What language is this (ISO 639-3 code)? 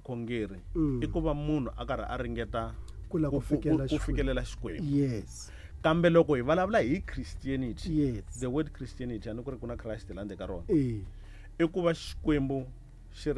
tso